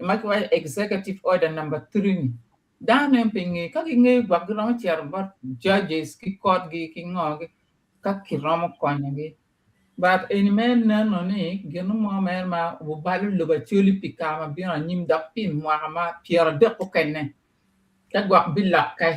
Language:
Acoli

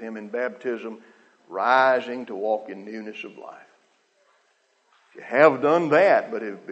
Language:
English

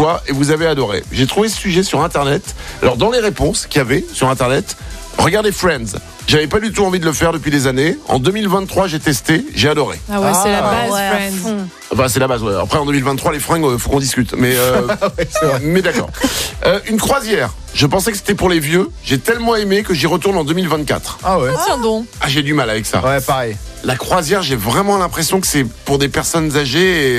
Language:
French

